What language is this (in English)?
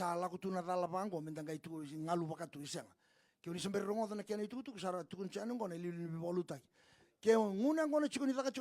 Fijian